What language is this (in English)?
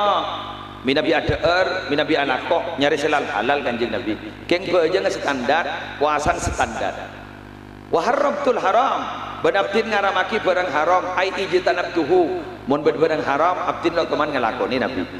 Madurese